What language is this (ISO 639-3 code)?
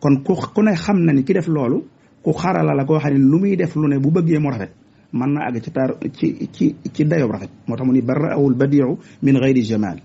wol